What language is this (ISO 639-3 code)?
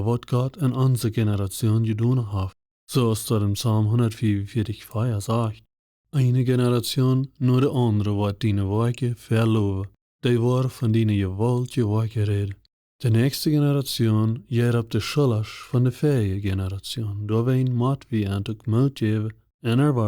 pdt